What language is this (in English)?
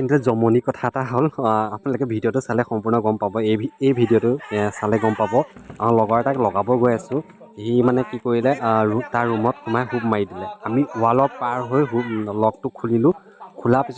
Assamese